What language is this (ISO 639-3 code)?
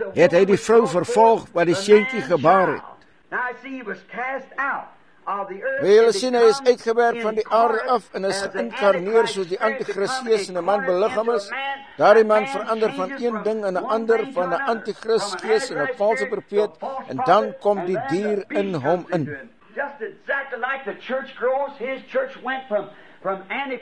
afr